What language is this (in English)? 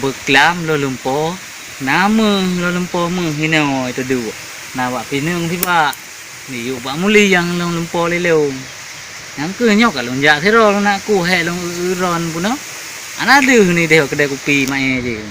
Achinese